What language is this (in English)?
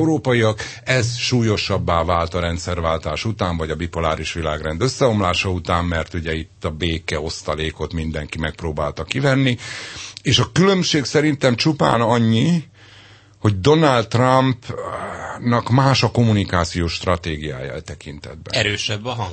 Hungarian